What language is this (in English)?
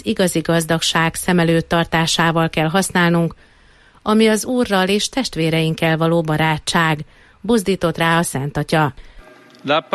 Hungarian